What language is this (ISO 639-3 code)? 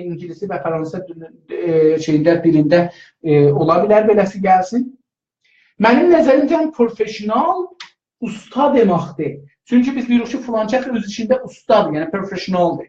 azb